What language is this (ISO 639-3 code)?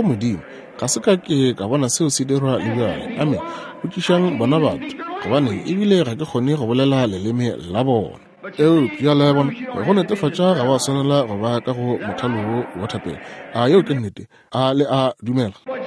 nso